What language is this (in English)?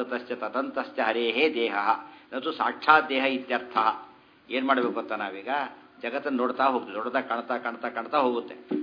Kannada